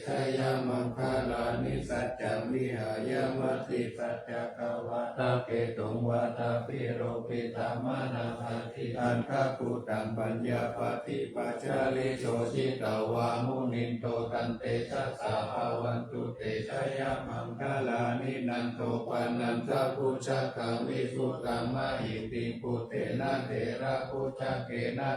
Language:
Pali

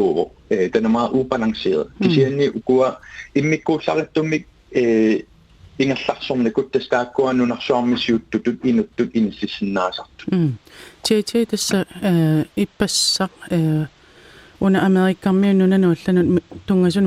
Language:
Kalaallisut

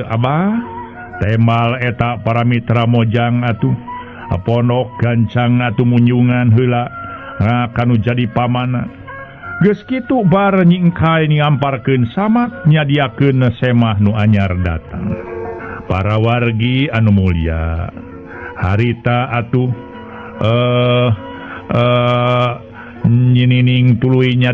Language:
Sundanese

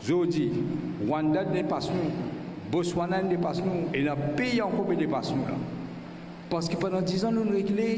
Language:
Morisyen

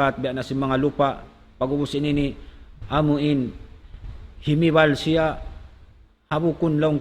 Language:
Tausug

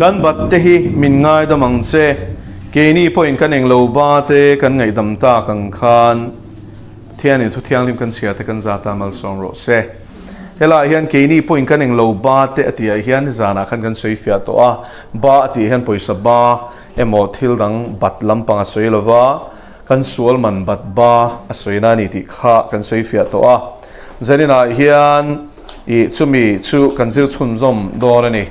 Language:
Mizo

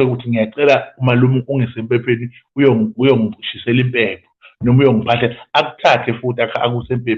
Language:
Zulu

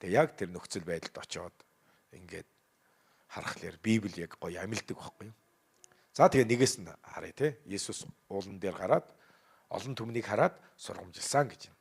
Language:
Mongolian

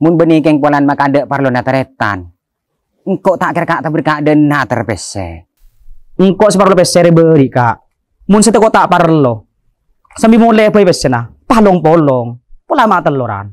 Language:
Madurese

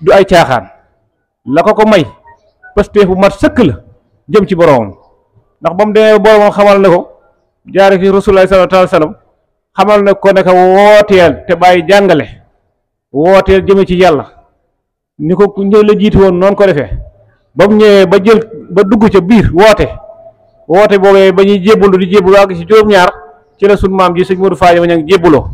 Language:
Wolof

